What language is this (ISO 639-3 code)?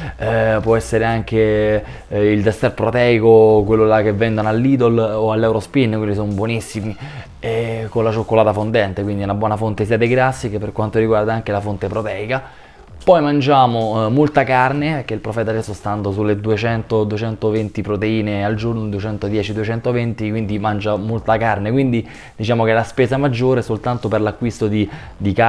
ita